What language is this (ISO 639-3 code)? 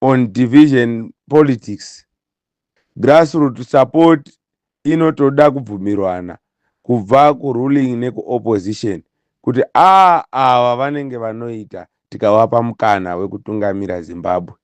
sna